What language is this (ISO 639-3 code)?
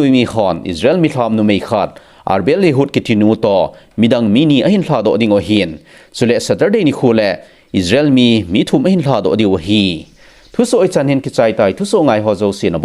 tcz